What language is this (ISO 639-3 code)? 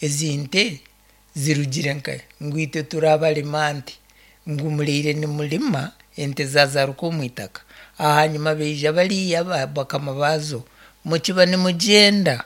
nyn